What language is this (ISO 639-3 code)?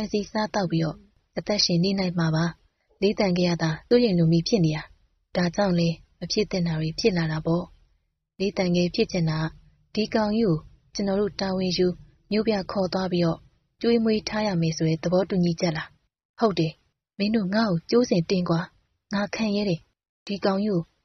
mya